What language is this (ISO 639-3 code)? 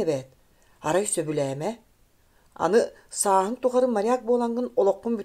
sah